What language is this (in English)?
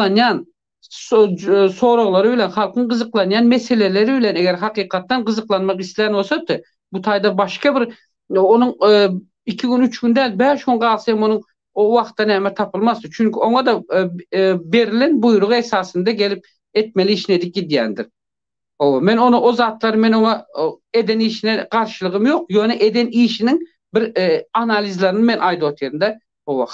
Turkmen